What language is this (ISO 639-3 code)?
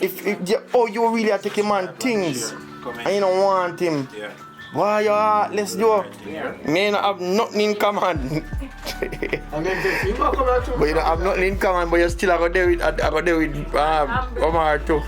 jam